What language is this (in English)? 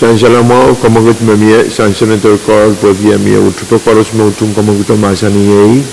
Pohnpeian